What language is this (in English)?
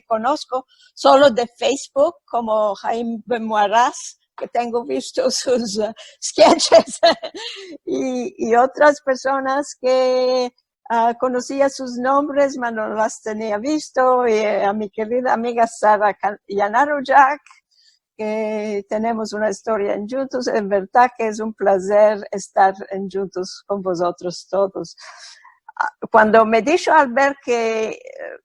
Ladino